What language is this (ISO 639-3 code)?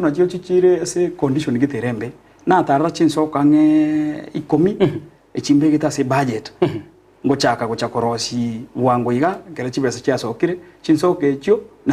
guz